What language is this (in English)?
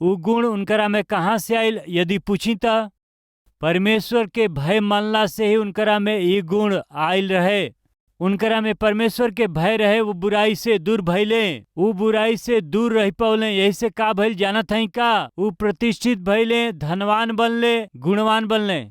Bhojpuri